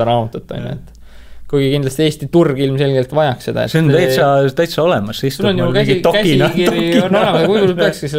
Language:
Estonian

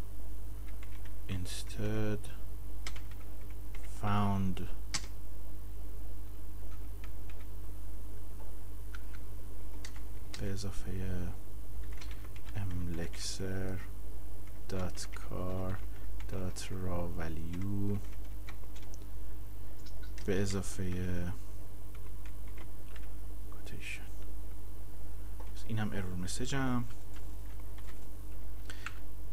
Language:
Persian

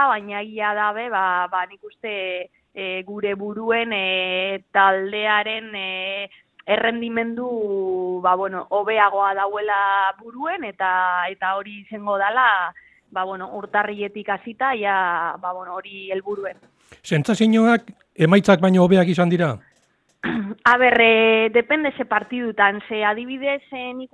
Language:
Basque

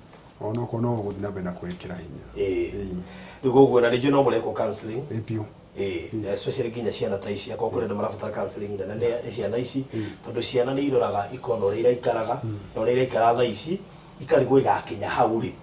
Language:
Kikuyu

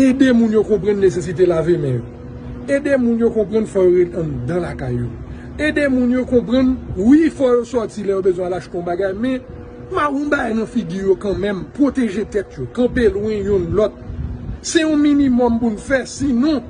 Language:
Haitian Creole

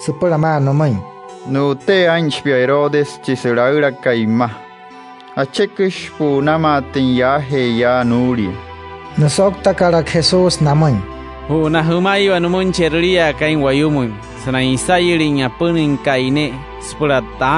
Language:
Wayuu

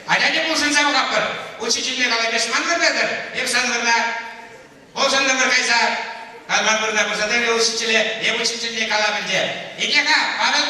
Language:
Chuvash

